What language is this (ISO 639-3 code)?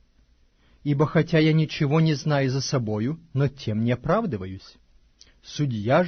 rus